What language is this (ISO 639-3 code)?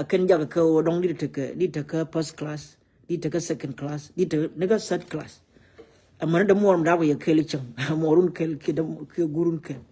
nus